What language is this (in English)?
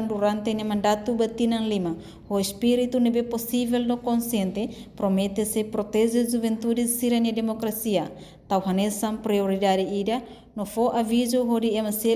Tetum